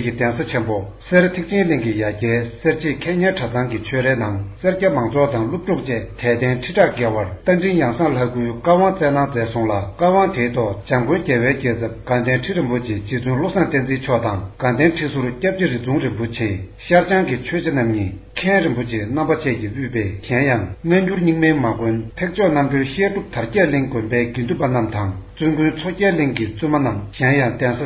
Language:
Tibetan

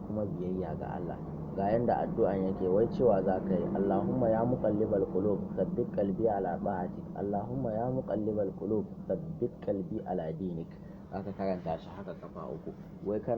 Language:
Hausa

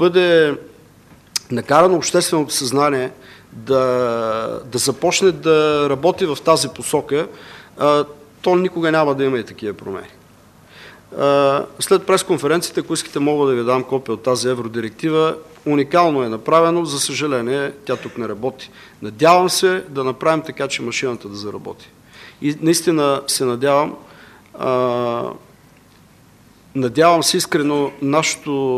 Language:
Bulgarian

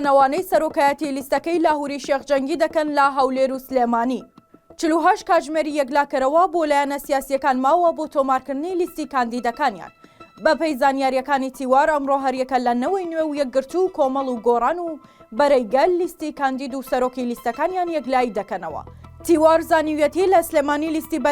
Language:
Central Kurdish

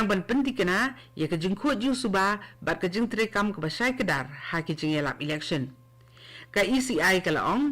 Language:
Khasi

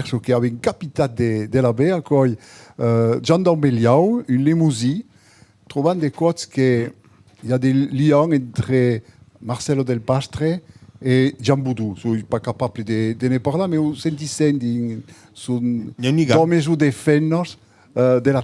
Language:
Occitan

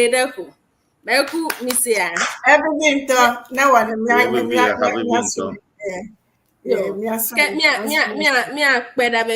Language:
Ewe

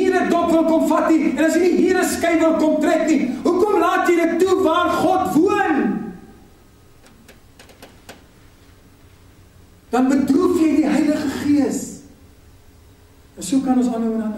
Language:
Afrikaans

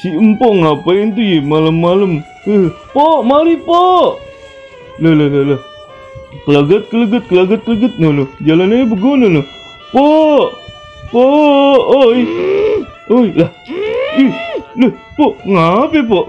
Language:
Betawi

